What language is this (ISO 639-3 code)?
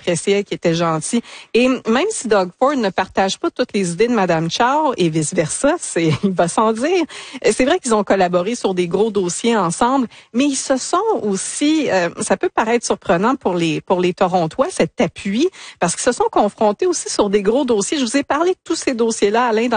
fra